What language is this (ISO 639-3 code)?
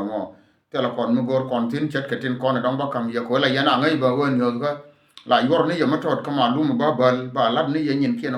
nus